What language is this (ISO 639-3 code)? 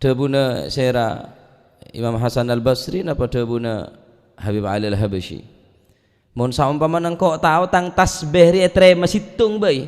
mad